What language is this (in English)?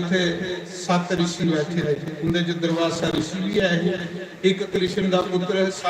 Dogri